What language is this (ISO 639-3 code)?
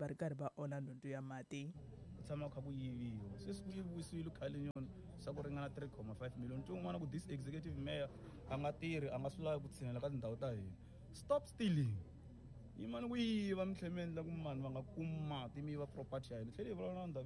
tso